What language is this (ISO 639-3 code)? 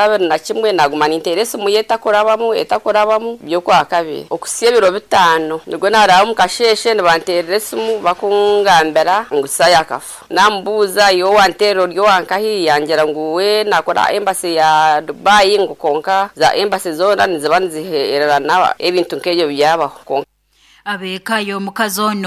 nyn